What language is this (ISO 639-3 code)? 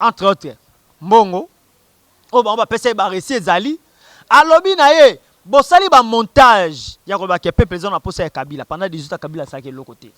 lin